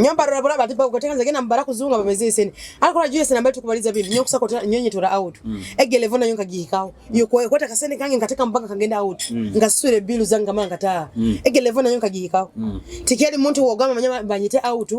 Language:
Nyoro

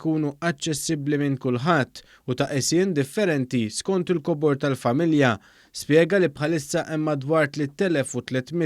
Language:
Maltese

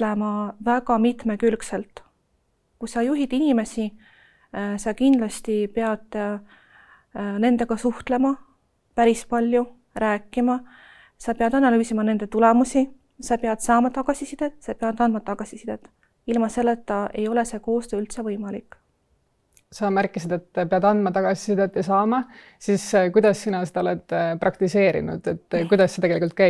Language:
Estonian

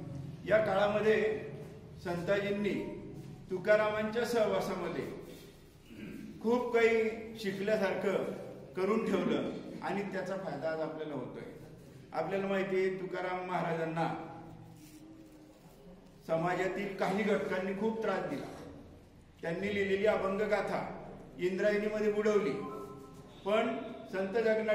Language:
Marathi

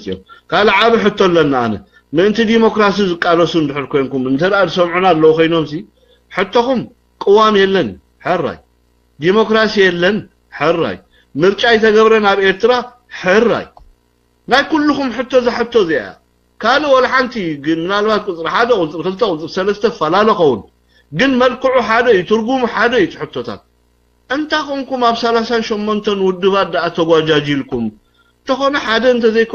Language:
Tigrinya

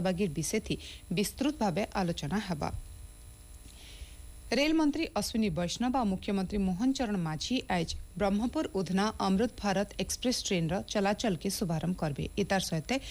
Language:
Odia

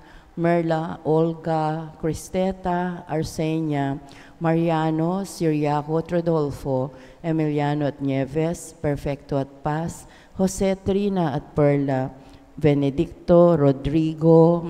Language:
Pampanga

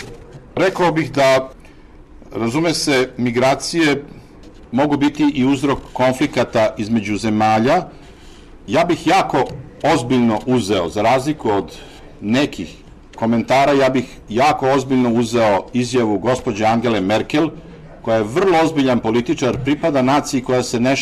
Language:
Serbian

